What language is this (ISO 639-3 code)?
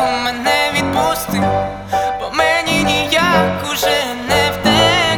ukr